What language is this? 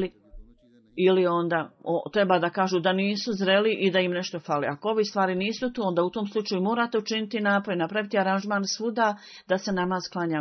Bosnian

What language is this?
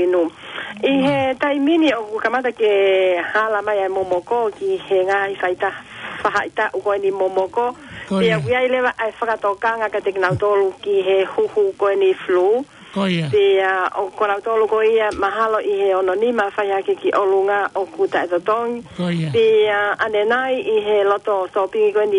Tongan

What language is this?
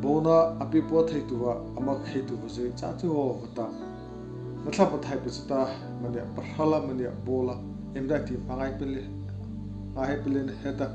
Mara Chin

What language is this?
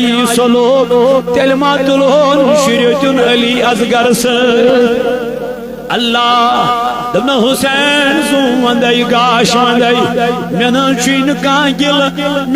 Kashmiri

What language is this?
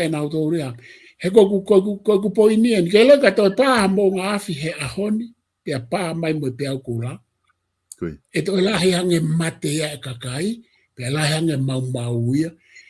Tongan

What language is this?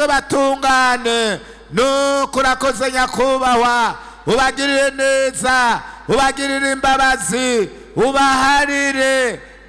Rundi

